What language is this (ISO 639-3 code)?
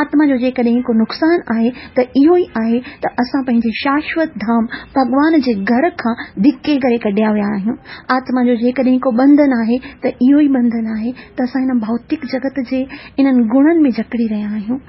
snd